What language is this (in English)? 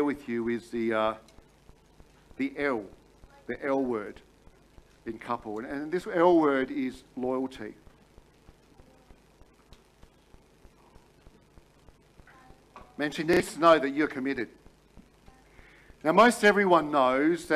English